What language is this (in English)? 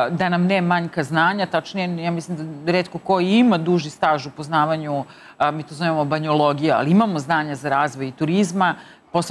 Serbian